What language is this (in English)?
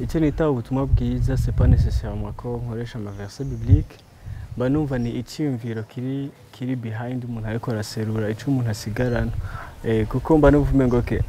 Rundi